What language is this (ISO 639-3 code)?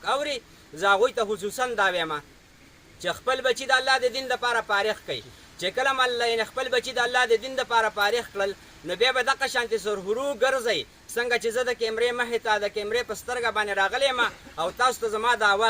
pus